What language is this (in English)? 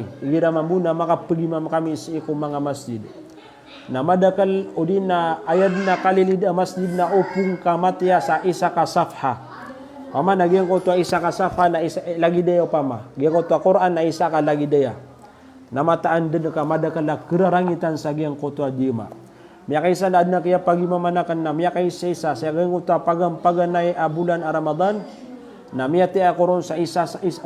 Maranao